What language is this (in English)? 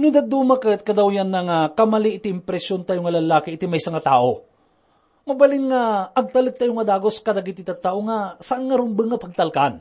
Iloko